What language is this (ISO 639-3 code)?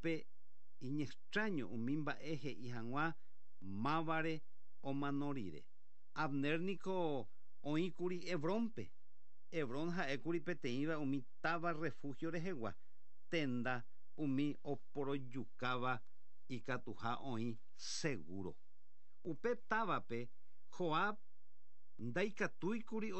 grn